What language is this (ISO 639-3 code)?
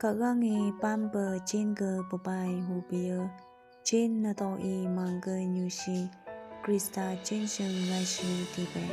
nph